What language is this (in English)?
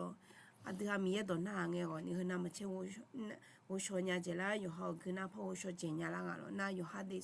Akha